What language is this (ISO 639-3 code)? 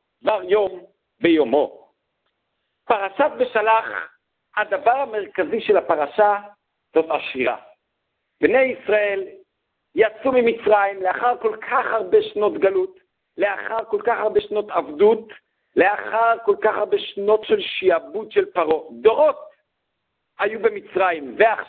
heb